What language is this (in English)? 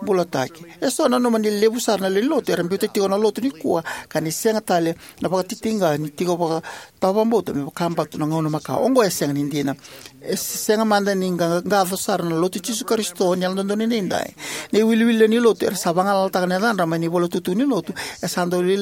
Fijian